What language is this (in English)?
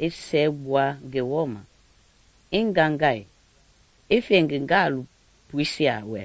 Mende